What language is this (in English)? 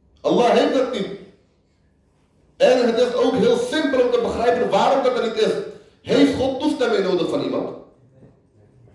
Dutch